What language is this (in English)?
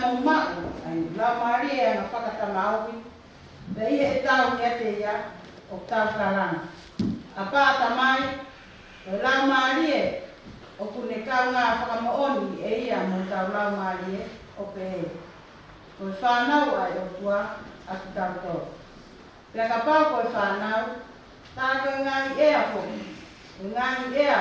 Tongan